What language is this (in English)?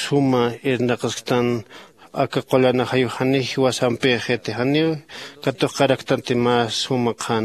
Aymara